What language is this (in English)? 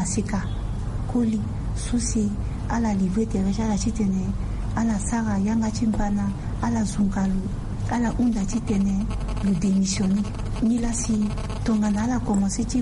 Sango